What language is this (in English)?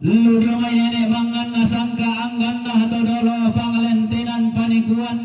Toraja-Sa'dan